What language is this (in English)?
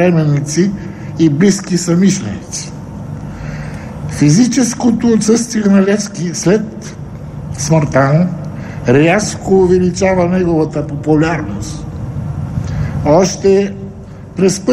Bulgarian